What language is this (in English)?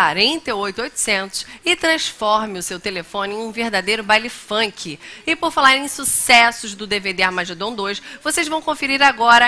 Portuguese